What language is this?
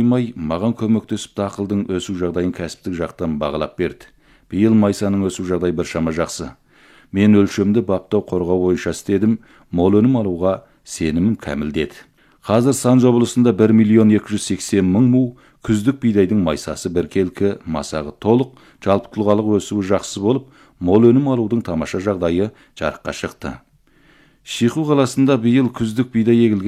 Kazakh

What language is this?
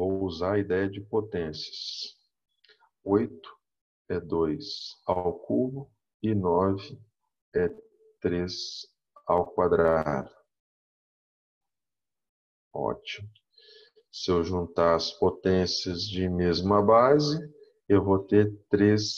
Portuguese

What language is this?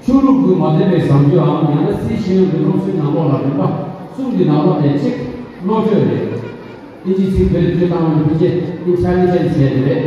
Tibetan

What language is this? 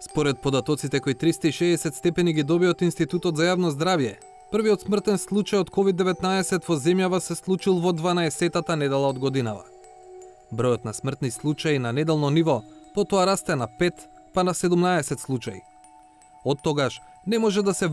Macedonian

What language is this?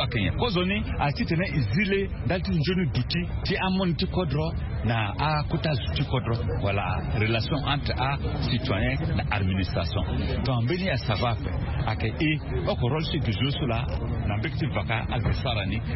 Sango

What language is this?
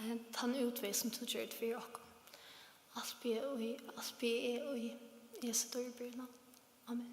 Faroese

